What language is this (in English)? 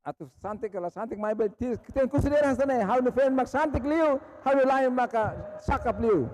Tetum